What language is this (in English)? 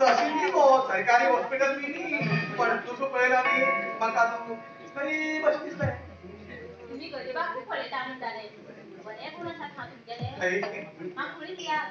Konkani